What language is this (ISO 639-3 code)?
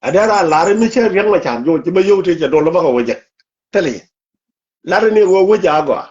nus